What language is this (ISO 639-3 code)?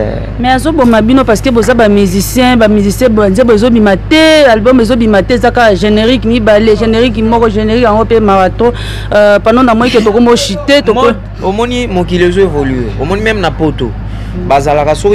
lin